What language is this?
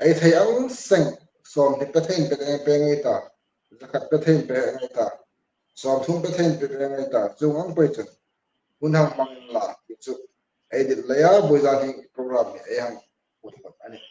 Hmar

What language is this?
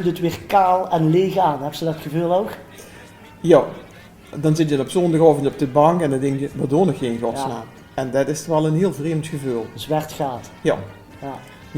Limburgish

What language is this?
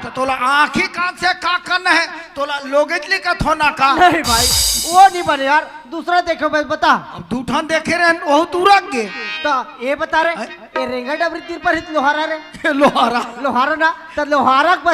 Chhattisgarhi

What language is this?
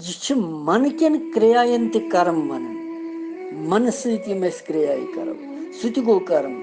Kashmiri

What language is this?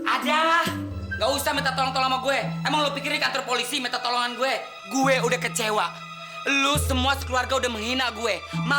Betawi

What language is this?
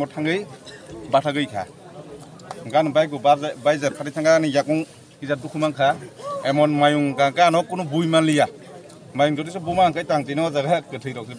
Kok Borok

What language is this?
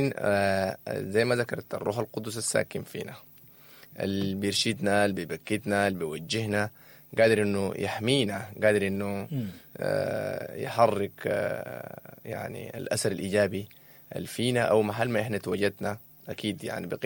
Sudanese Arabic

